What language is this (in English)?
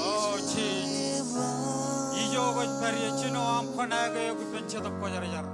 Marshallese